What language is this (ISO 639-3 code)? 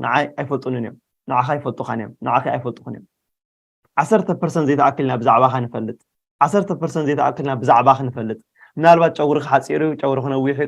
tir